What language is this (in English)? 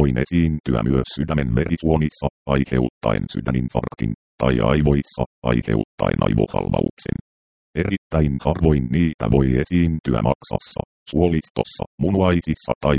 Finnish